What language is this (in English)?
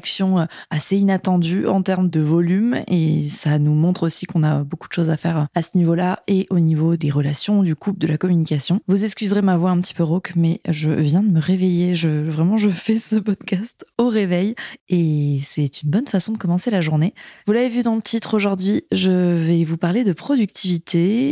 French